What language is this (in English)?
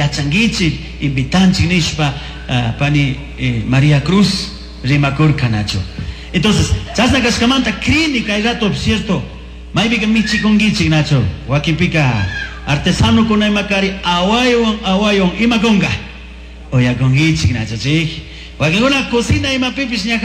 Chimborazo Highland Quichua